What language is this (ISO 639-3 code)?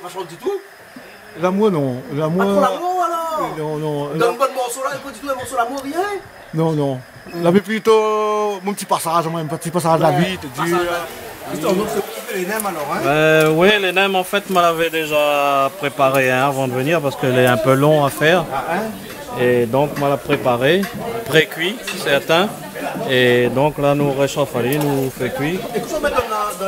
rcf